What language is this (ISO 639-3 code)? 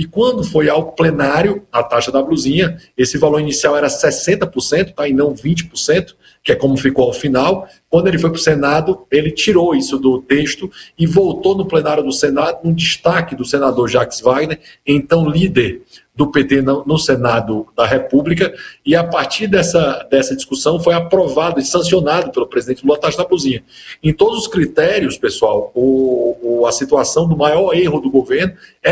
por